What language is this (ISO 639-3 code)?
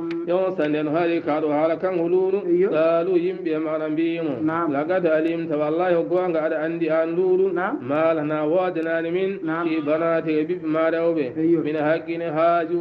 ful